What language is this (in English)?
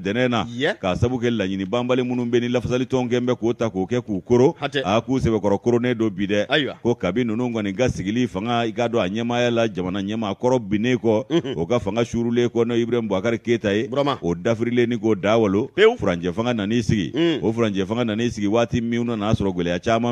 Bambara